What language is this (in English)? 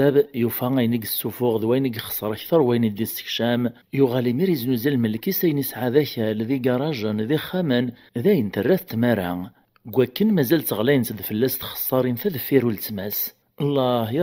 Kabyle